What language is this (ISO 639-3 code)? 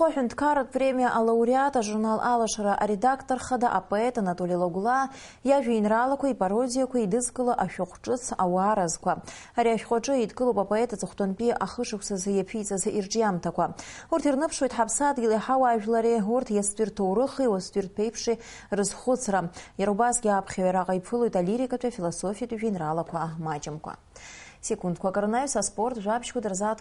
abk